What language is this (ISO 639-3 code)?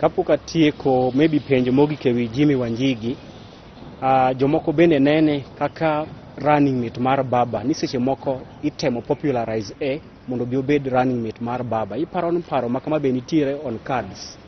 luo